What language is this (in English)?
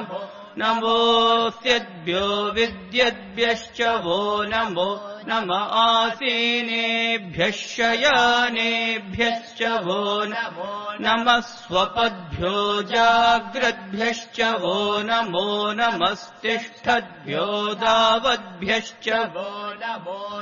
Sanskrit